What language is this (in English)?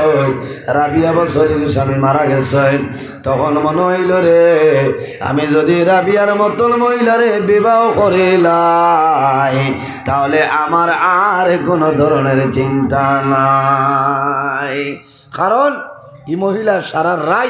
Sylheti